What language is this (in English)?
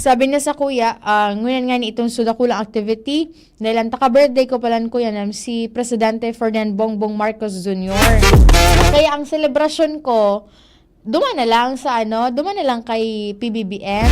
Bikol